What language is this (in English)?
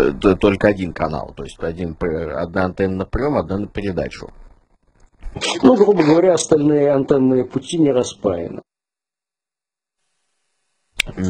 Russian